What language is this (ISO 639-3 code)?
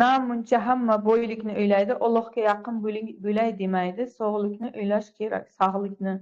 uzb